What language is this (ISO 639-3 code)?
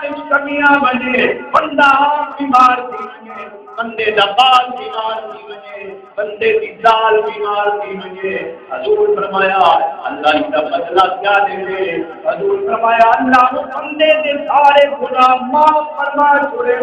skr